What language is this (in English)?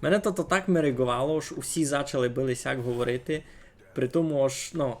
Rusyn